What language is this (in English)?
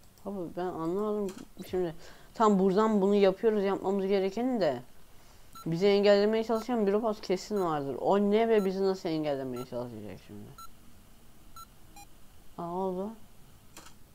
Turkish